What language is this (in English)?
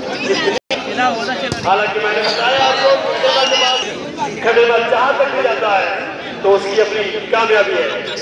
Hindi